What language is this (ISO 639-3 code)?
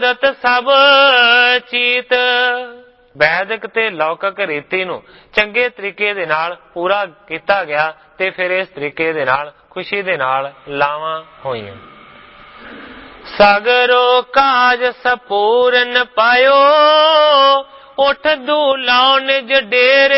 pan